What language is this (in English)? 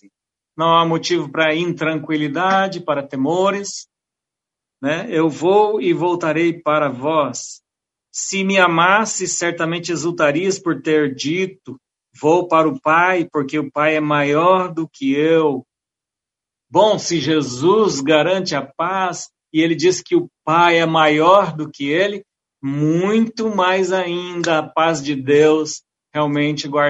Portuguese